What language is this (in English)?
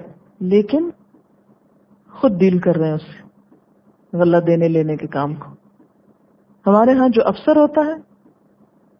Urdu